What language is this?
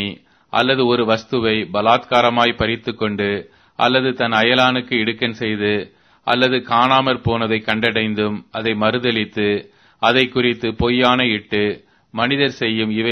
Tamil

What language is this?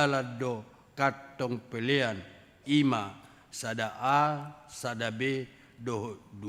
Batak Toba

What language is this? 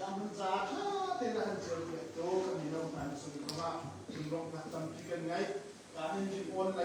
Hakha Chin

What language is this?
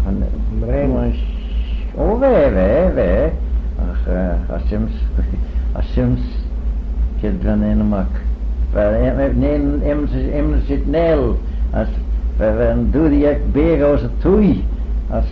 Manx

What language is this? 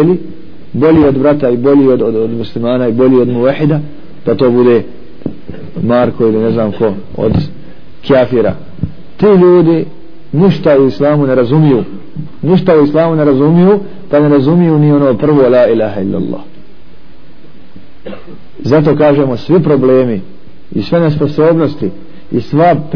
Bosnian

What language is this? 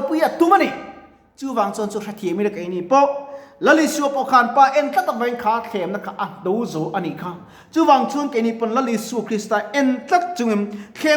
Mizo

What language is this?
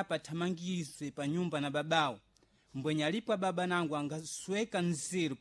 Sena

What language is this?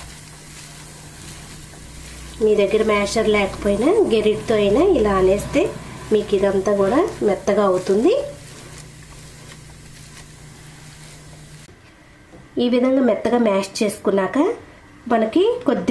Telugu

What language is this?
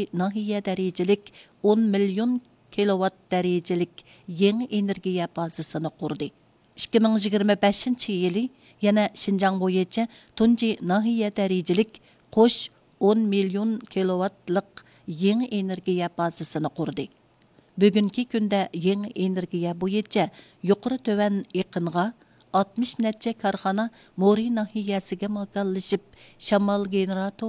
Uyghur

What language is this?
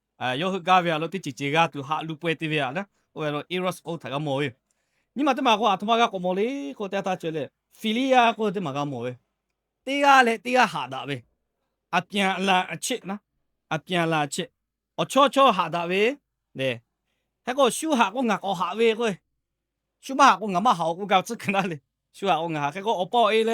Lahu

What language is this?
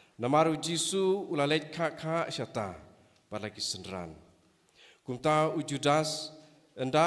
Khasi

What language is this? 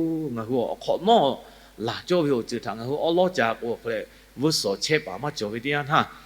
Lahu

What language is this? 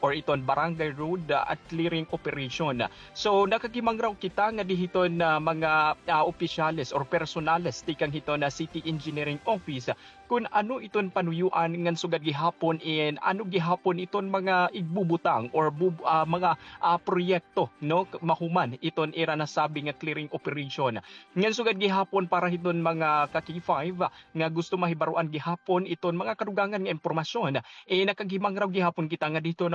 Waray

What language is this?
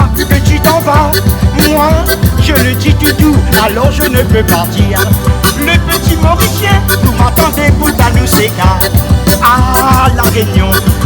Réunion Creole French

